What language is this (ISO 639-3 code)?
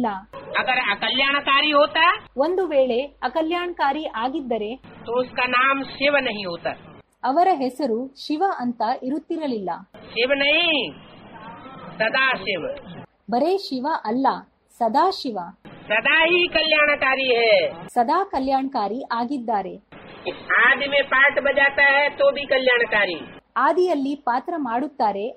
kan